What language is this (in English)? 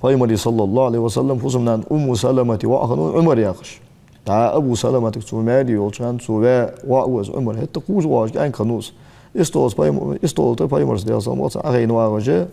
Ingush